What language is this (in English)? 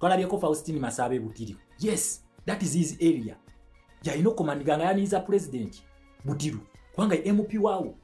Ganda